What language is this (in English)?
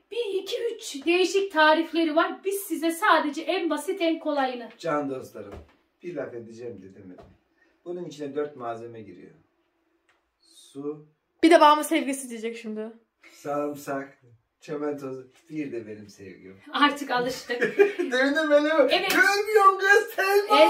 Turkish